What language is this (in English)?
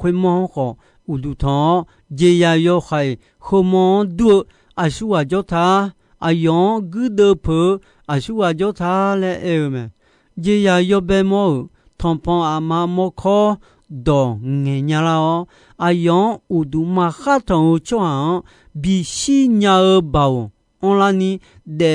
Akha